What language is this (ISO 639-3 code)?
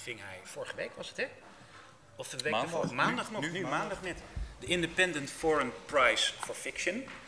nld